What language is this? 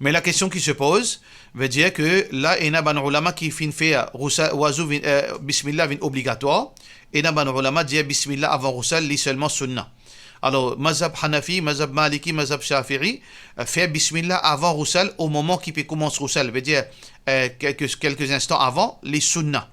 Morisyen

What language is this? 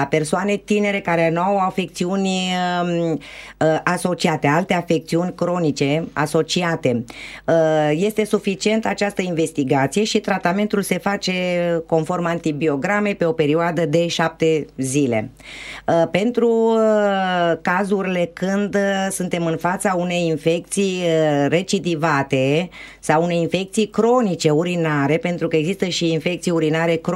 Romanian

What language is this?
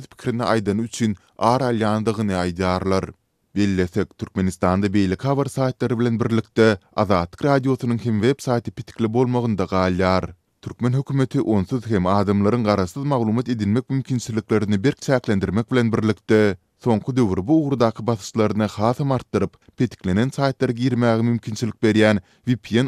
Turkmen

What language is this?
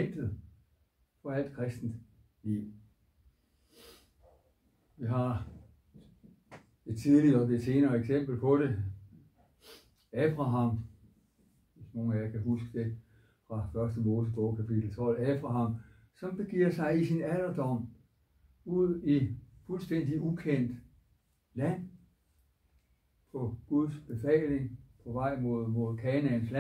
Danish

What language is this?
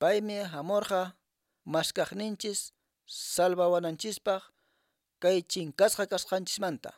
Quechua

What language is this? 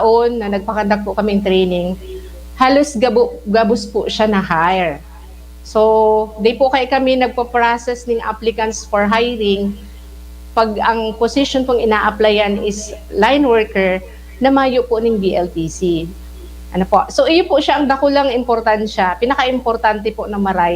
Bikol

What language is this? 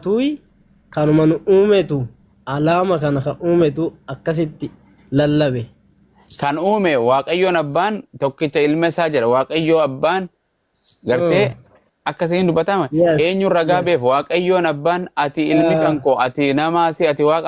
Oromo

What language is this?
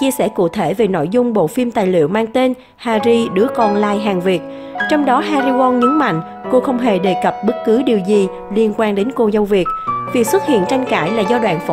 Vietnamese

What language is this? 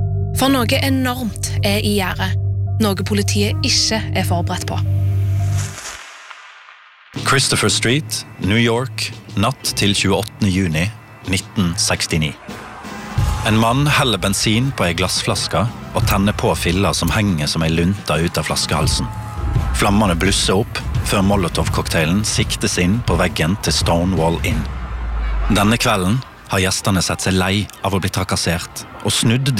Norwegian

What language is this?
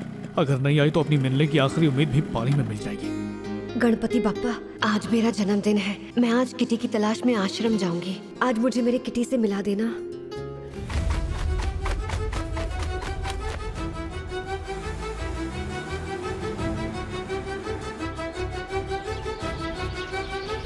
Hindi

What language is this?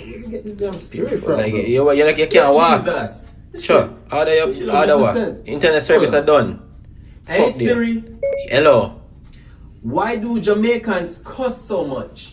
Jamaican Creole English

